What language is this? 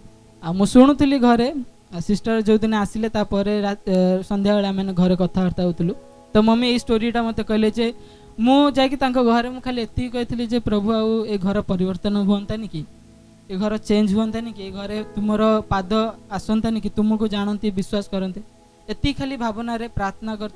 Odia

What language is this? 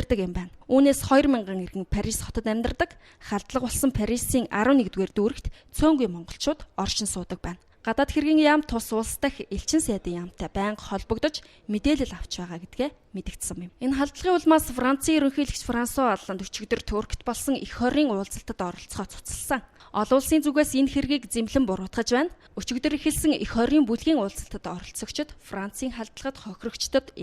Mongolian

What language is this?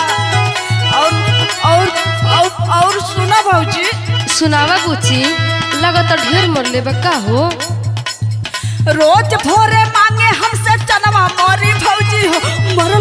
Bhojpuri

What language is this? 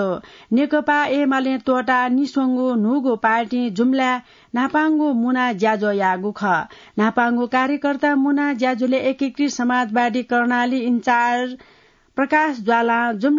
Newari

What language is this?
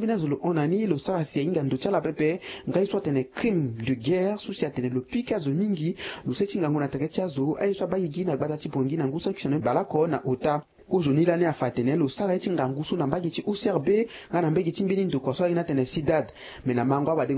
Sango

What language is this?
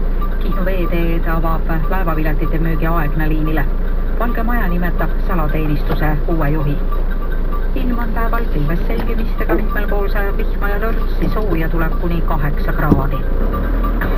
Estonian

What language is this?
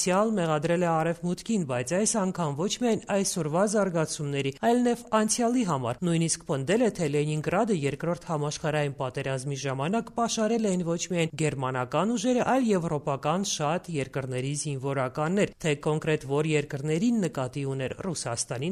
Armenian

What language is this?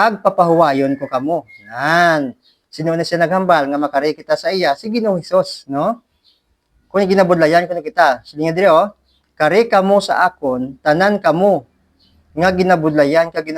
Hiligaynon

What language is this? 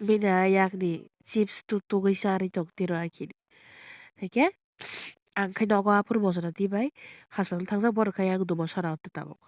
Kok Borok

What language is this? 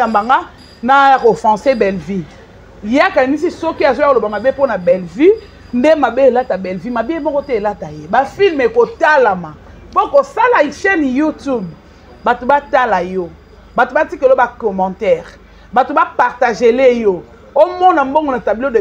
Lingala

